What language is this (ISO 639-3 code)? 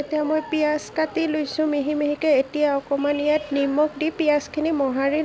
asm